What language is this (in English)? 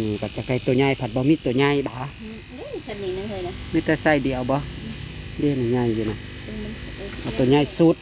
Northeastern Thai